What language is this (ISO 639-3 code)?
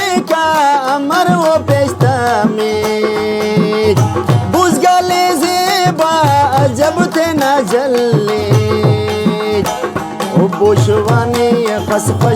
brh